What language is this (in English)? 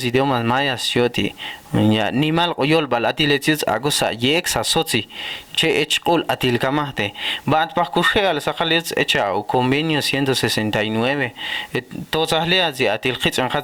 Ixil